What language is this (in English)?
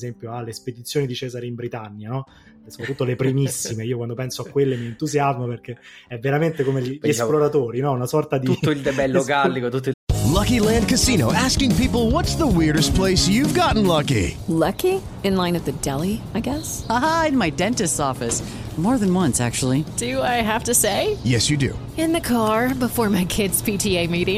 Italian